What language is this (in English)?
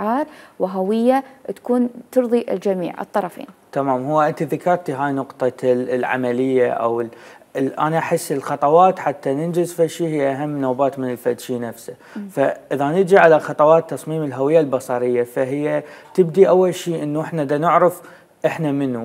Mesopotamian Arabic